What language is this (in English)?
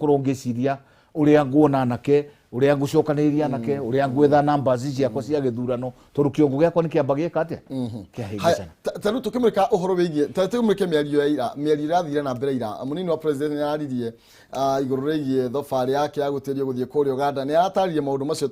Kikuyu